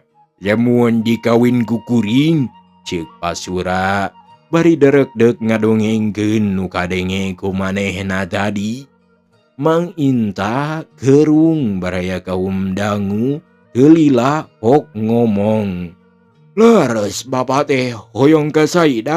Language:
Sundanese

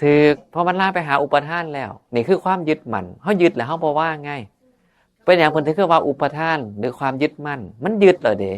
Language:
Northeastern Thai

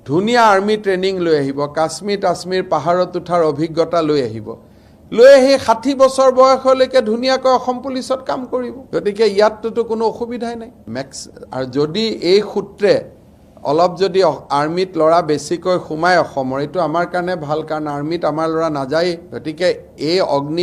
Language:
Assamese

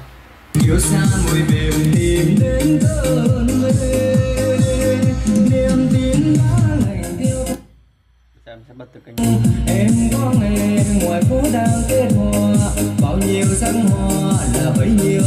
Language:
Vietnamese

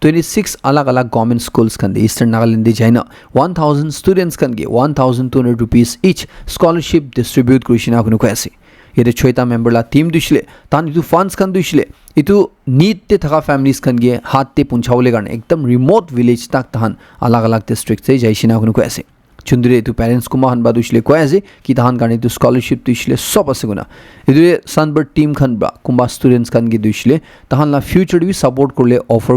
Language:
Naga Pidgin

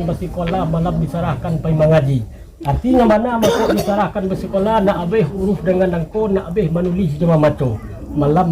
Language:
Minangkabau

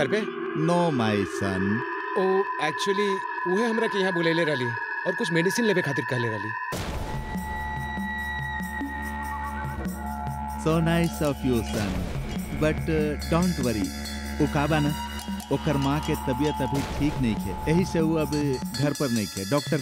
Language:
Bhojpuri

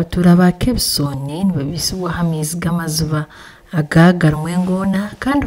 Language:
Nyankole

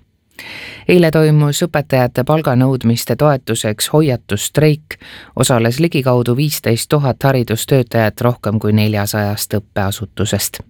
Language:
Estonian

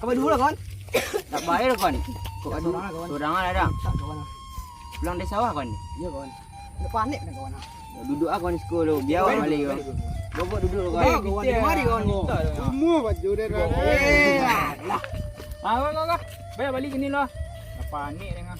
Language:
Minangkabau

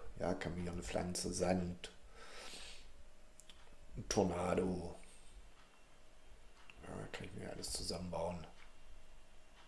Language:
German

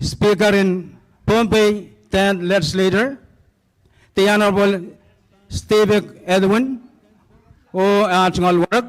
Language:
Pohnpeian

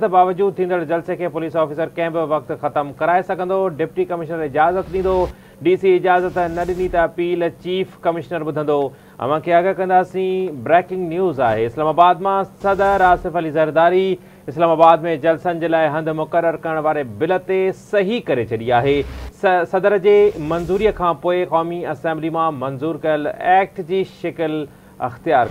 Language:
Sindhi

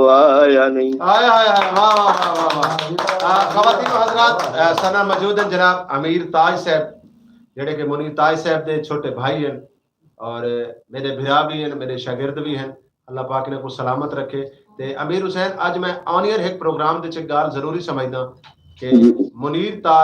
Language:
Saraiki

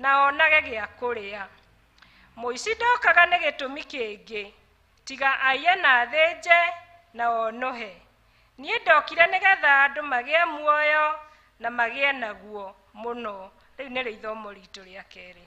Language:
Kikuyu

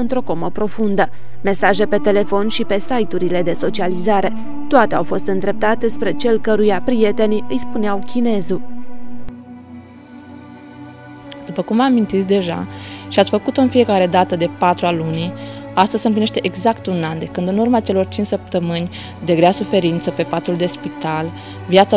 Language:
Romanian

